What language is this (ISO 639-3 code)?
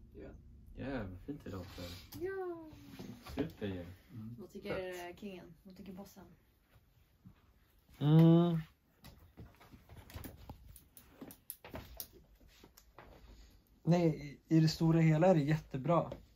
swe